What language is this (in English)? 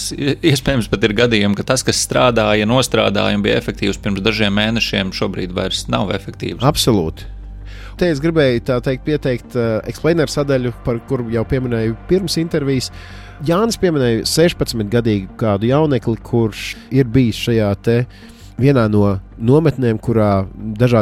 Latvian